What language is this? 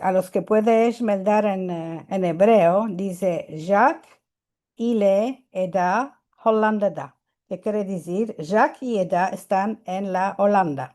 Ladino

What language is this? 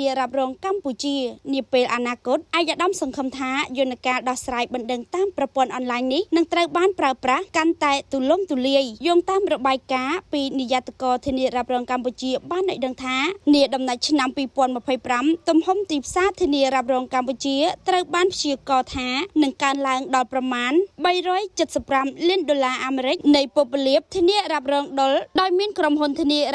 Khmer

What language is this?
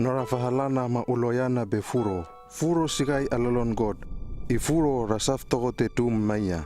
Hano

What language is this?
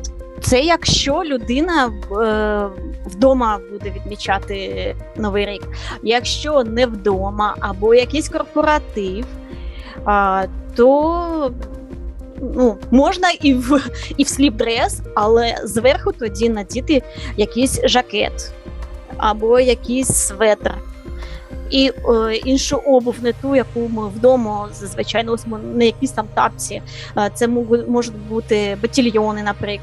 Ukrainian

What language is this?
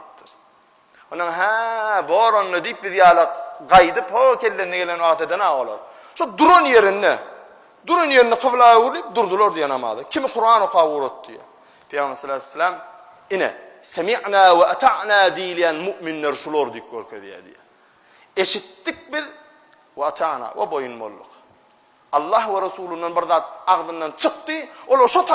Turkmen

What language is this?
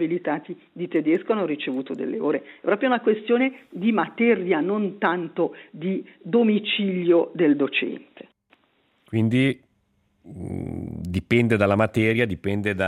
Italian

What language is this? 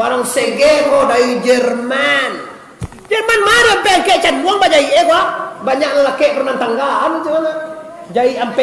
Minangkabau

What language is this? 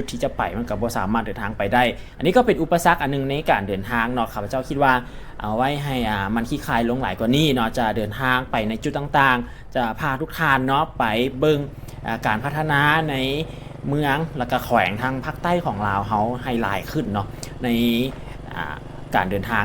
Lao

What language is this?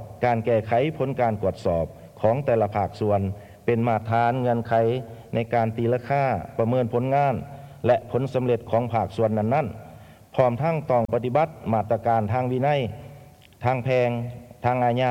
Lao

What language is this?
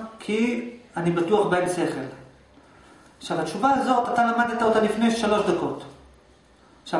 Hebrew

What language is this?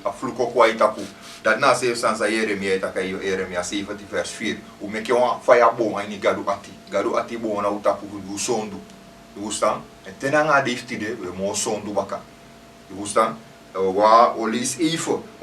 Sranan Tongo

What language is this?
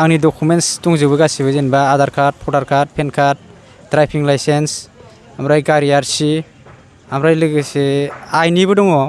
Bodo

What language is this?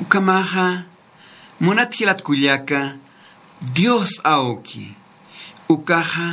Aymara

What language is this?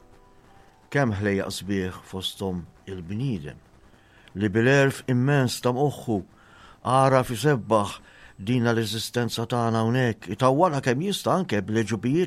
Maltese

